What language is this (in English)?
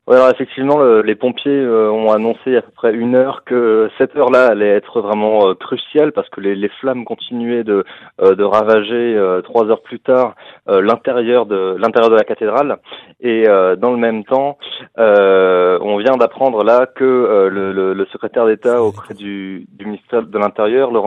French